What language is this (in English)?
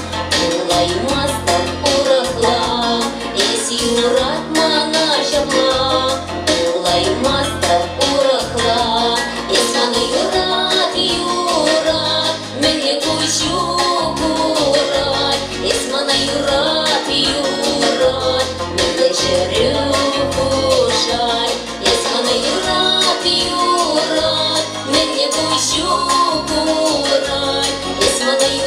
Chuvash